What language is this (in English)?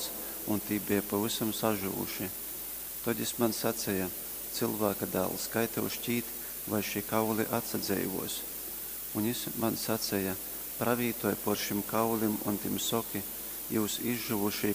Latgalian